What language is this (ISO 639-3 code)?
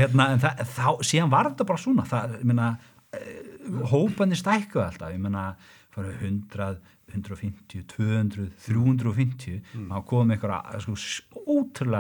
isl